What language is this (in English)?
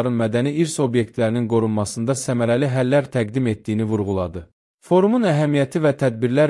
Azerbaijani